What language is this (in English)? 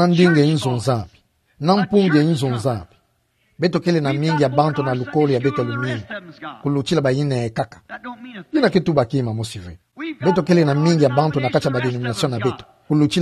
Kituba (Democratic Republic of Congo)